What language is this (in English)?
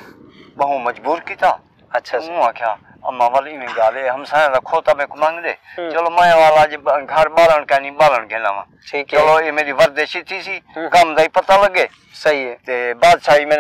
Saraiki